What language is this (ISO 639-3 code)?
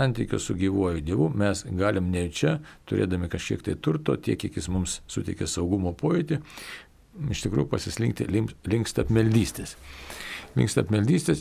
lit